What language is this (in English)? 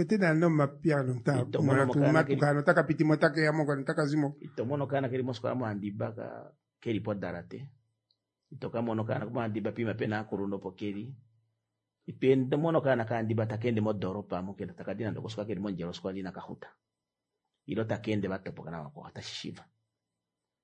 Swahili